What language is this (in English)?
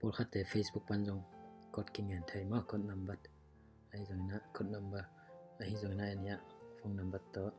Tedim Chin